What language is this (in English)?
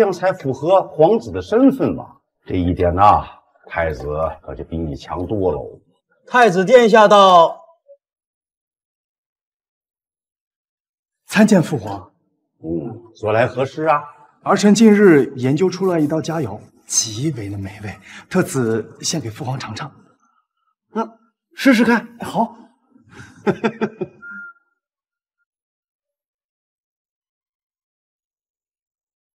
Chinese